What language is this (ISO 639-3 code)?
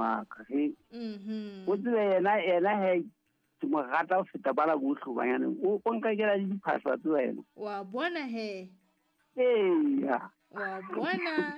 sot